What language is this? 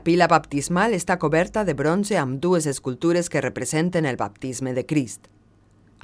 Catalan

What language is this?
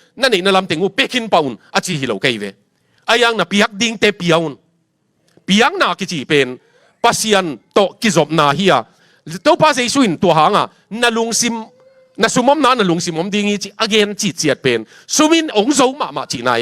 Tedim Chin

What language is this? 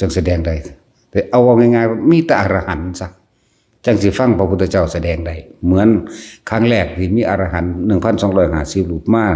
Northeastern Thai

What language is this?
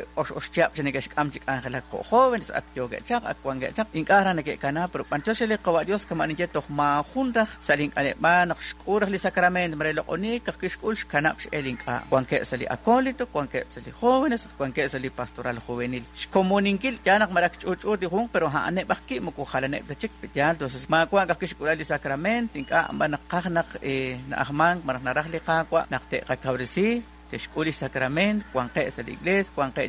Kekchí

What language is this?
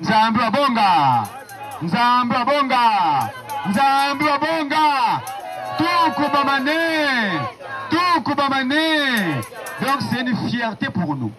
Kituba (Democratic Republic of Congo)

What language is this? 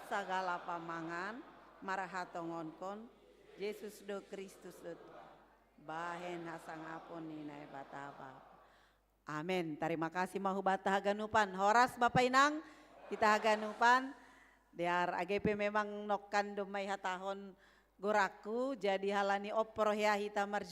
Batak Simalungun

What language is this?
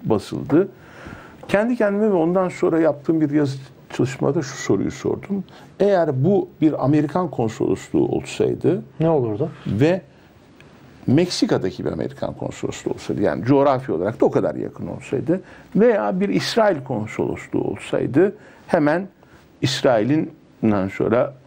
Turkish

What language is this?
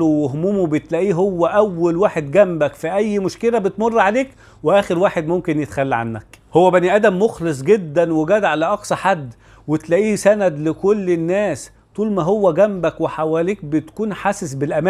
Egyptian Arabic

